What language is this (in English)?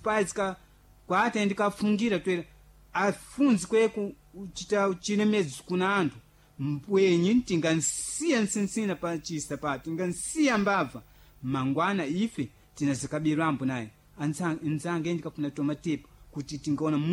Sena